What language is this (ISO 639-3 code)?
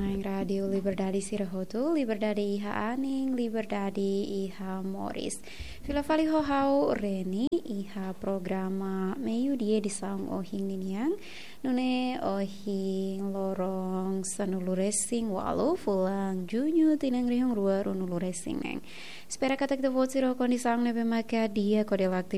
tet